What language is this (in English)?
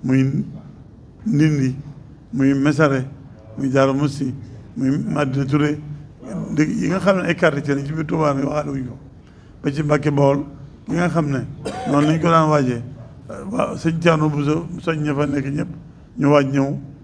Wolof